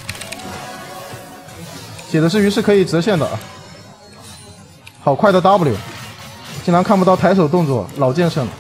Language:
Chinese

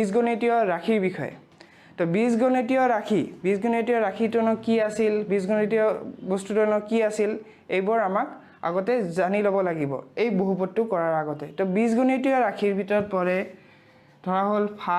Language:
Assamese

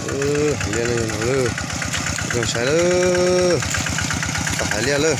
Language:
Hmong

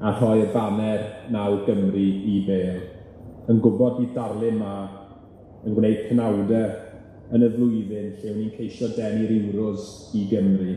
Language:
Welsh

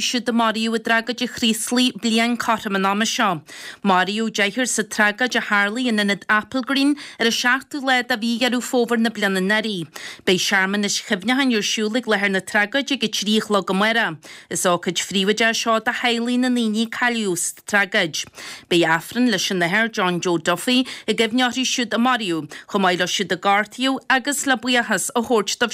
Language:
Irish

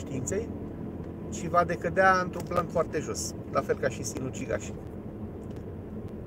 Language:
Romanian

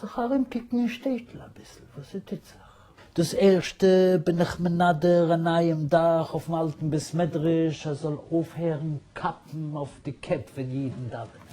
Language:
Yiddish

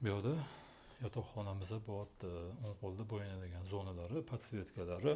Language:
Uzbek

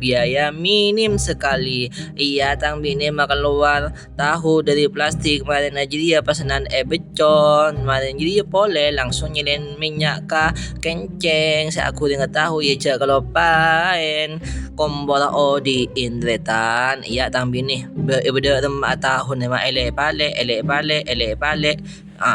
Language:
Madurese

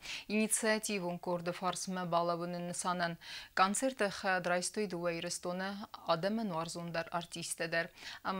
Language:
Ossetic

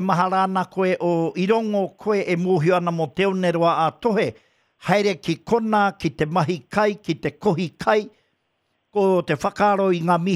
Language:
Māori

